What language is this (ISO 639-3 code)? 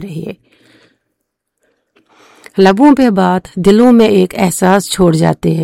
hin